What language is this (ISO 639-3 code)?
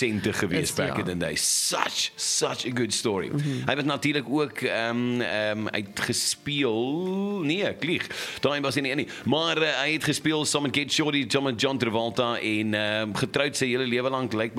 afr